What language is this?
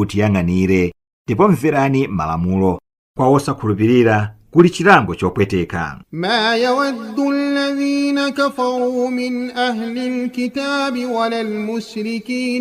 Nyanja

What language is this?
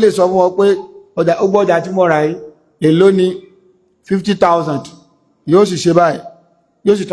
Yoruba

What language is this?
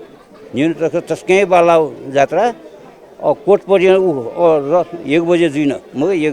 Newari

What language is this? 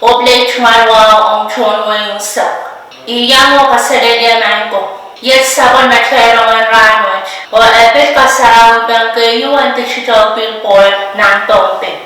Pohnpeian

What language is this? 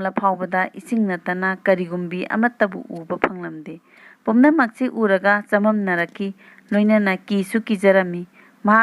Manipuri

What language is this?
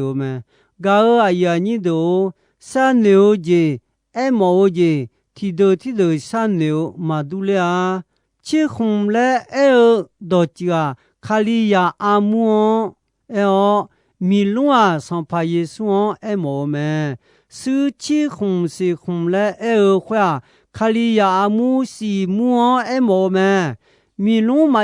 Akha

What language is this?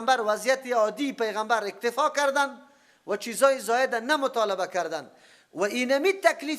Persian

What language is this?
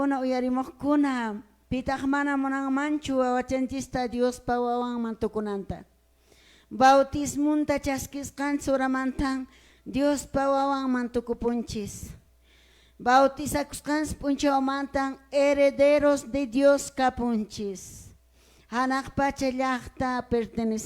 Quechua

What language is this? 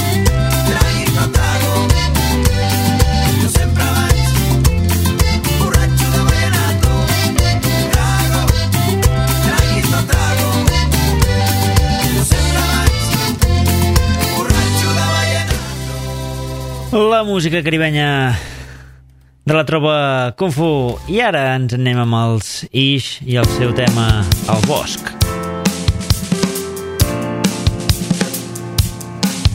Catalan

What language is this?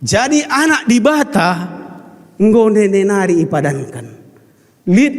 Batak Karo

